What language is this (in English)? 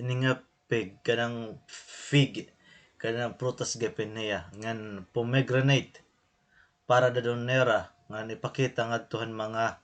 Waray